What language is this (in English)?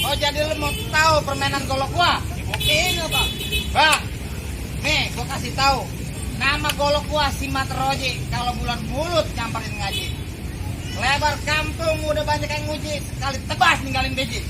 Betawi